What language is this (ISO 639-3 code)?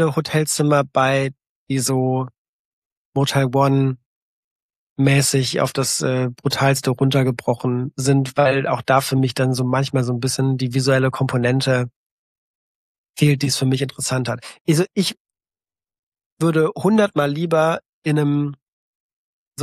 deu